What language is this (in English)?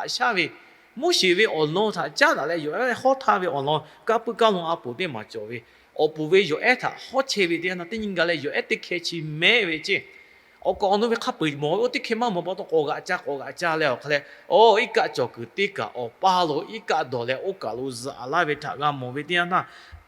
Lahu